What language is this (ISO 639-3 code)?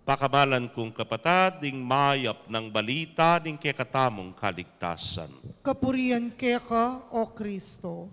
pam